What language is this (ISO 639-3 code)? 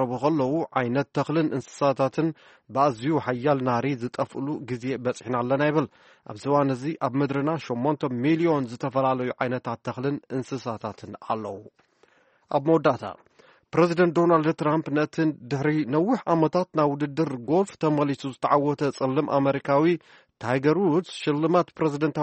tir